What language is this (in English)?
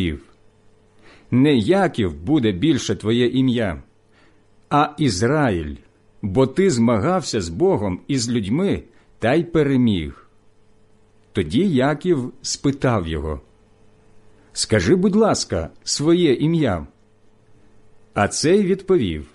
Ukrainian